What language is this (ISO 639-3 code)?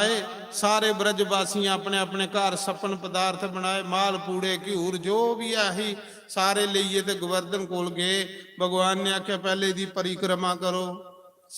doi